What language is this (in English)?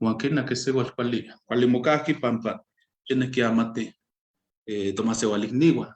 Eastern Huasteca Nahuatl